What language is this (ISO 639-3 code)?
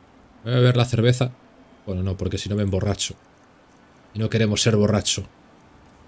spa